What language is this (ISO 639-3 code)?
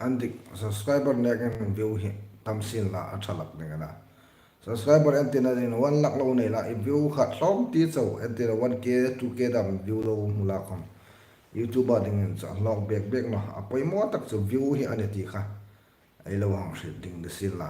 hmr